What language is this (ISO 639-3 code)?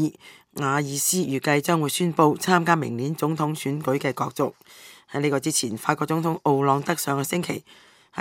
yue